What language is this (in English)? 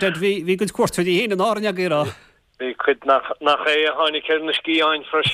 Irish